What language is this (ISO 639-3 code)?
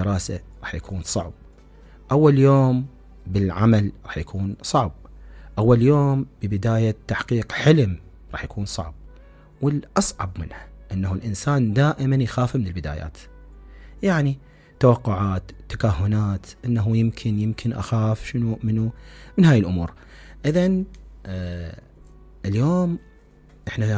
acm